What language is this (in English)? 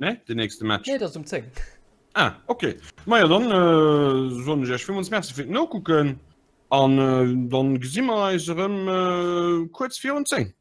Luxembourgish